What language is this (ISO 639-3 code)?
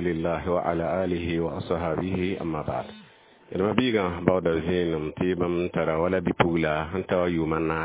mos